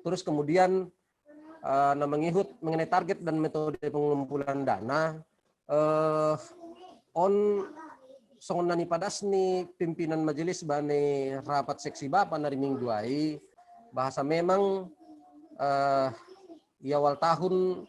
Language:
Batak Simalungun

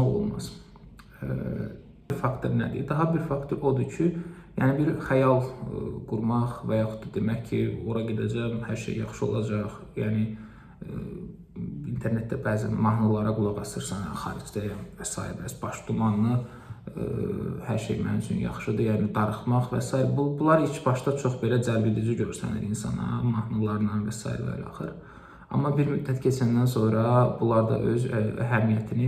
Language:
Azerbaijani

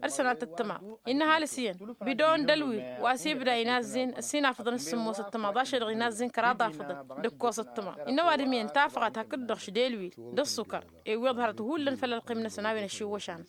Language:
Tamasheq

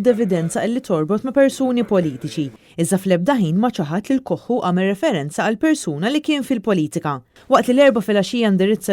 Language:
Maltese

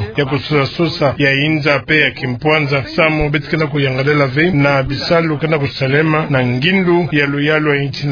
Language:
Kituba (Democratic Republic of Congo)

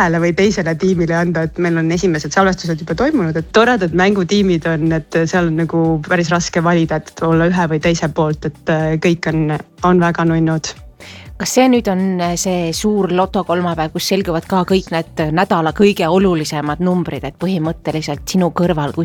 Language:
Estonian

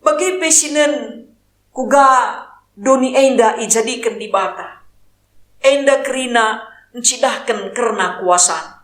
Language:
Batak Karo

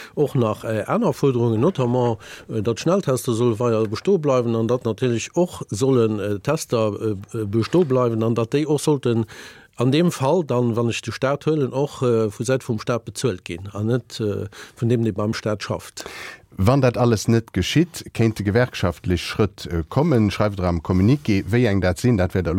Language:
Luxembourgish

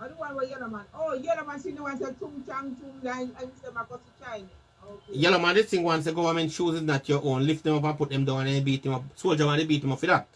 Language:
Jamaican Creole English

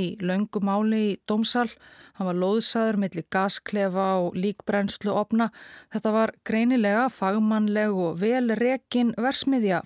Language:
Icelandic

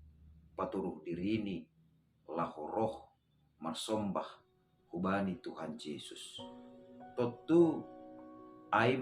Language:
Batak Simalungun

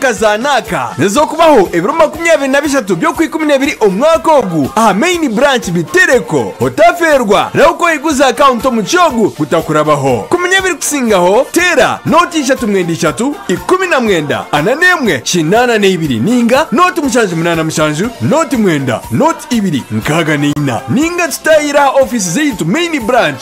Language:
Nyankole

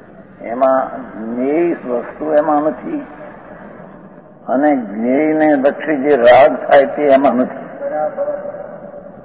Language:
Gujarati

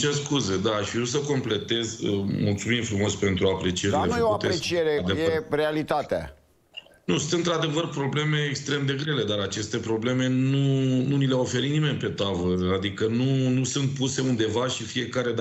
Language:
Romanian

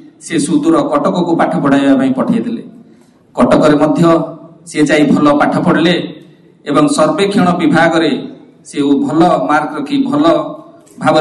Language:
Odia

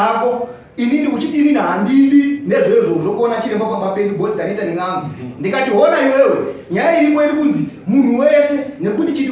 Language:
Shona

